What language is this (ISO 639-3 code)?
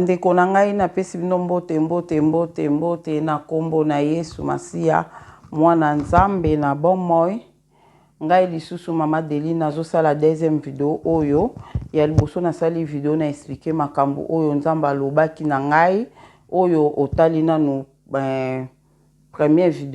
lin